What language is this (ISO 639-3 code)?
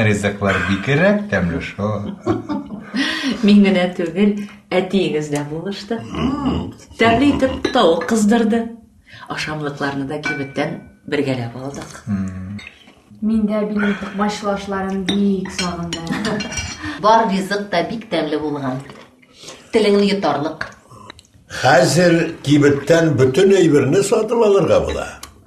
tat